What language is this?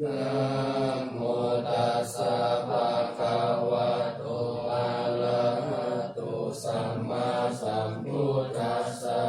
Pali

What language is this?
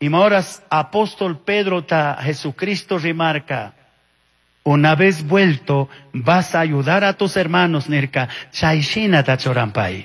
Chimborazo Highland Quichua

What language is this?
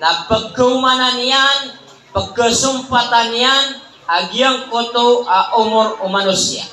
Maranao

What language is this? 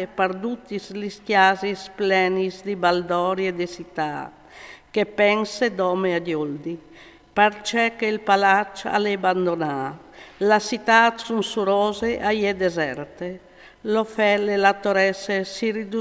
Friulian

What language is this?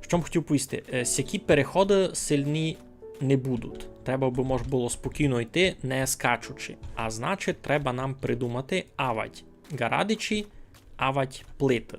Rusyn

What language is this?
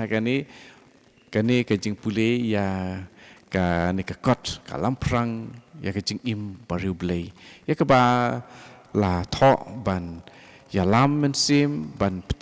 Khasi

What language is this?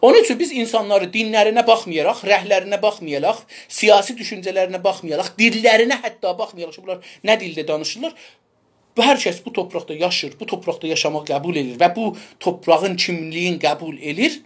South Azerbaijani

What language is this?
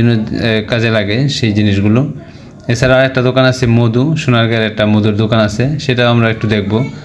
Bangla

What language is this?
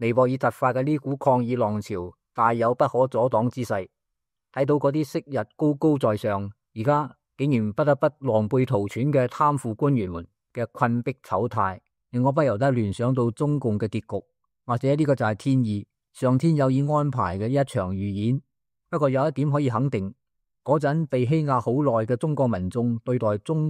Cantonese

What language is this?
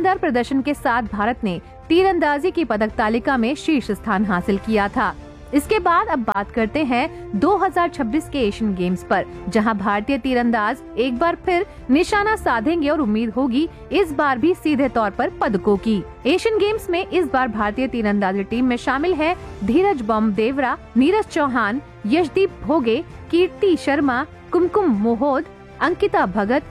Hindi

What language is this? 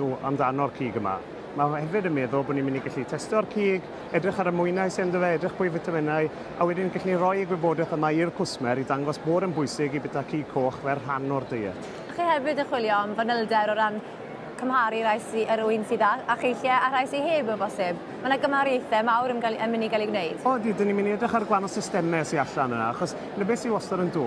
Welsh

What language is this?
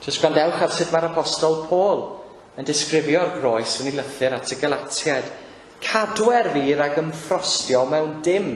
Welsh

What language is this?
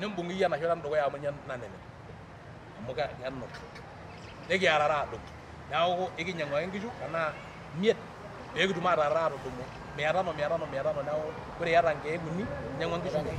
Masai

